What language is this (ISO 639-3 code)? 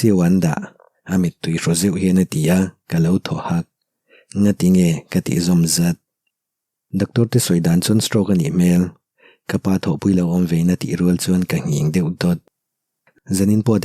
lus